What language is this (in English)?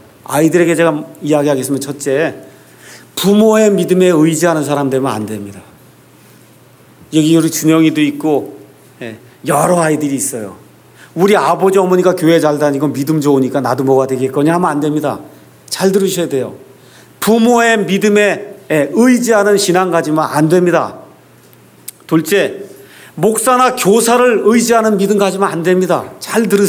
Korean